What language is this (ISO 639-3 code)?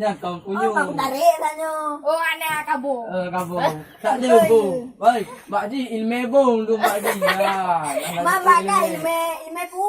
ace